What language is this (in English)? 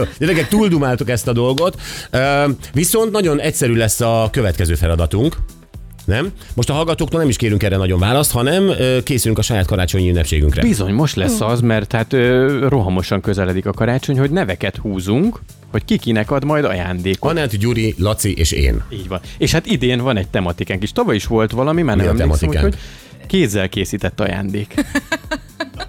Hungarian